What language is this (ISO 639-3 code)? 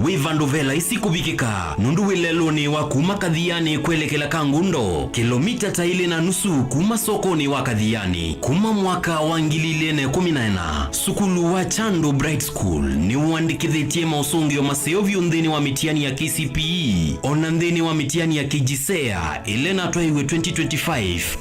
kam